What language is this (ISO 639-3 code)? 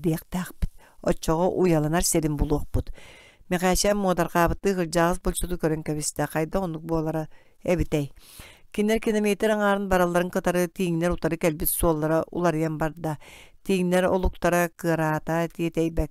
sah